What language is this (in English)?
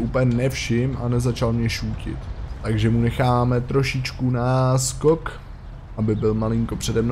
Czech